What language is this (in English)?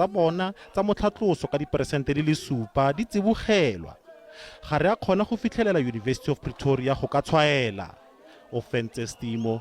Tswana